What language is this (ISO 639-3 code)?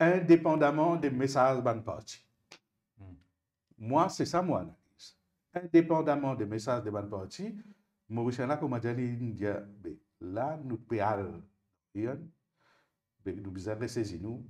mfe